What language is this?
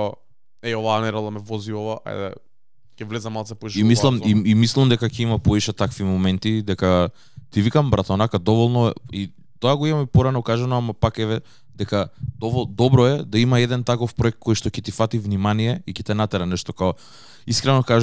Macedonian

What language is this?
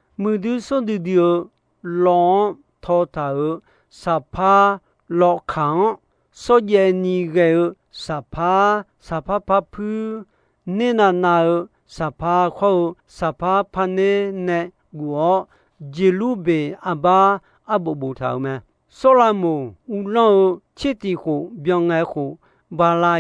Akha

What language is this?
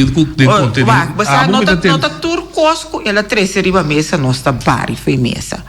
Papiamento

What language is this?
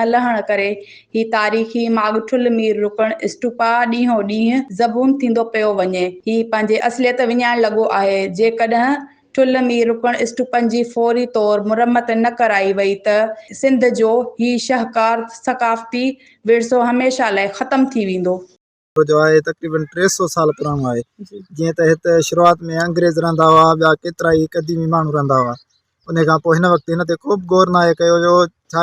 Sindhi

